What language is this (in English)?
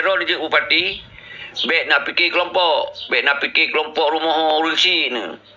Achinese